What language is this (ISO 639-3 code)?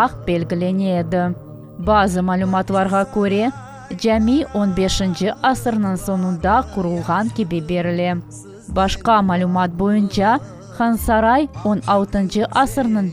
crh